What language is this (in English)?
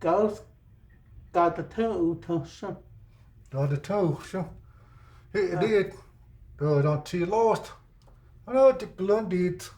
Cherokee